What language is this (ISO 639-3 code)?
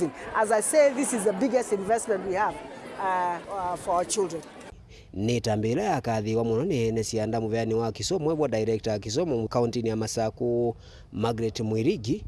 kam